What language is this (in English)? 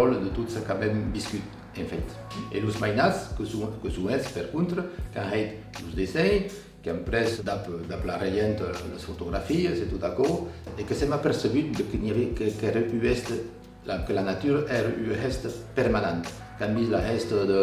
Occitan